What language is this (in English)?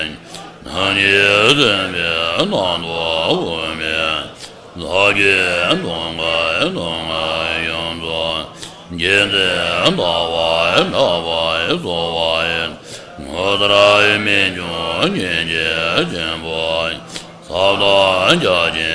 Tibetan